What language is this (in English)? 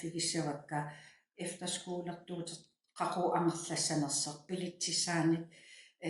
Kalaallisut